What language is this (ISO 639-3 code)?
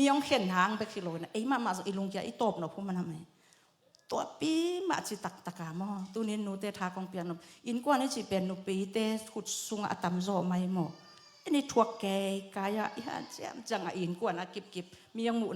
ctd